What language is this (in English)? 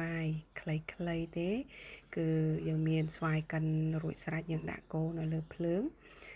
Khmer